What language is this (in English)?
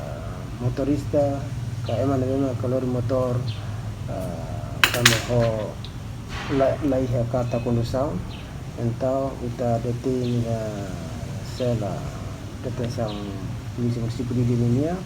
Tetum